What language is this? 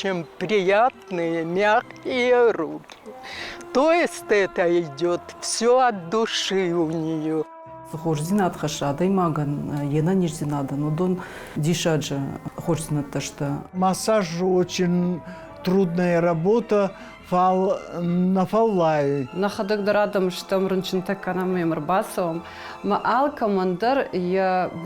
Ossetic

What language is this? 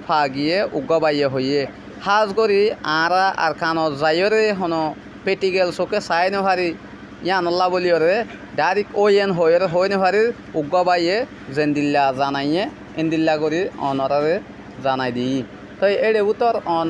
Rohingya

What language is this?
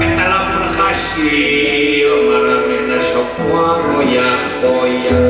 Sundanese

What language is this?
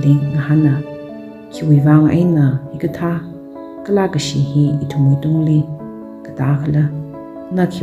Tangkhul Naga (India)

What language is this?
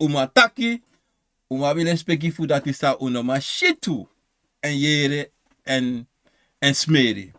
Sranan Tongo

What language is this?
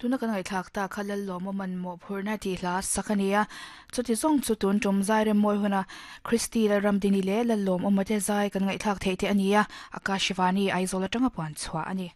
Mizo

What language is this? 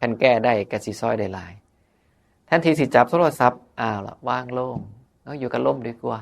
Northeastern Thai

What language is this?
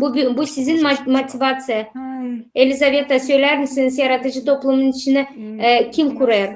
Gagauz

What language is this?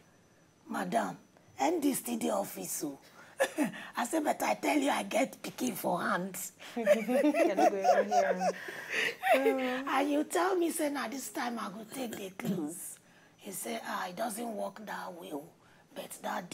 Nigerian Pidgin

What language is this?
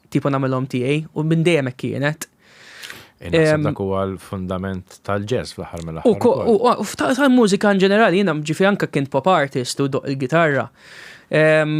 Maltese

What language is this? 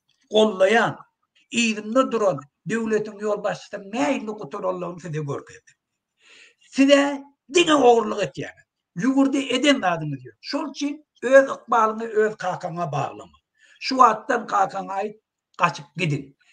Turkmen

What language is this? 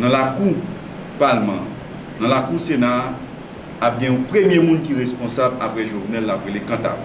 Haitian Creole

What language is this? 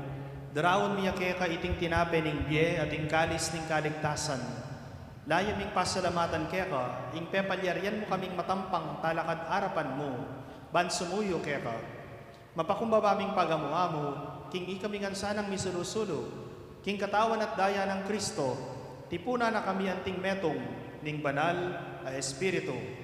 Pampanga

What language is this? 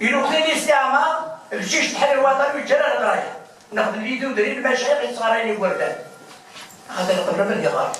Kabyle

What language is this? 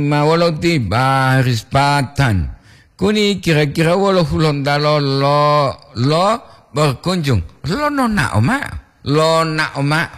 Gorontalo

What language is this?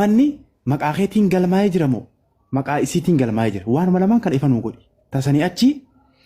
Oromo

